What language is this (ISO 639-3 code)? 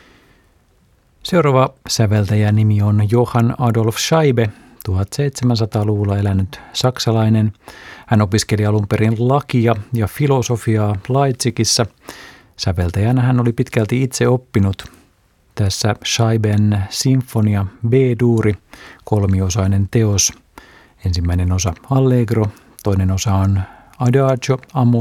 fin